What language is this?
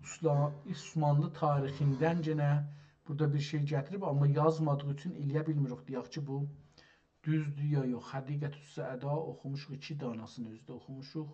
South Azerbaijani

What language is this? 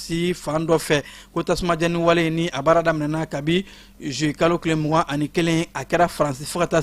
Bambara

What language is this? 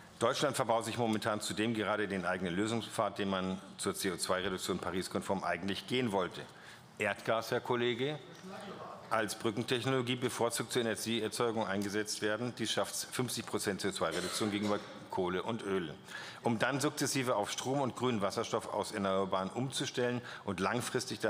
German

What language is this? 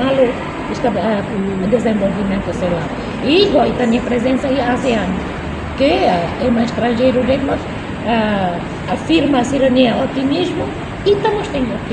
Tetum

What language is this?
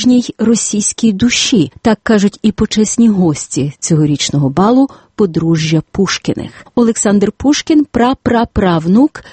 Ukrainian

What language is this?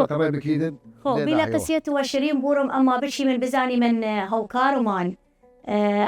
Southern Kurdish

